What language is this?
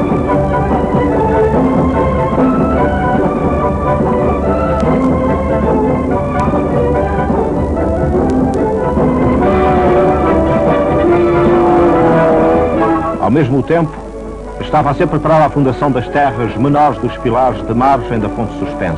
Portuguese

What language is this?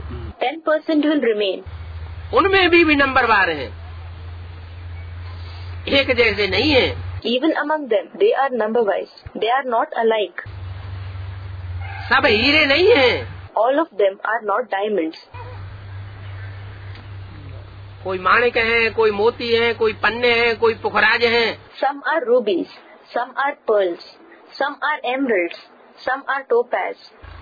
Hindi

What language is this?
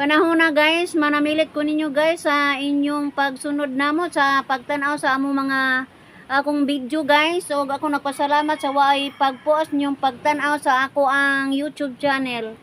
Cebuano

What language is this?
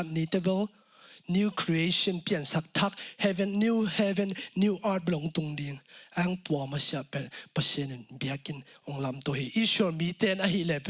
Tedim Chin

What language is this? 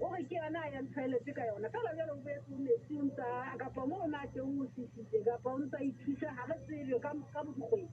Southern Sotho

